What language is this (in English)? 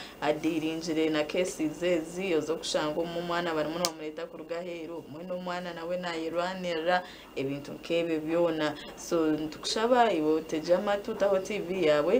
Nyankole